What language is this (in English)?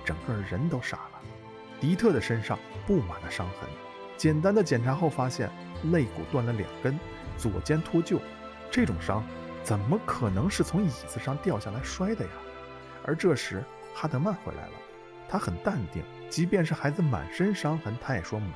Chinese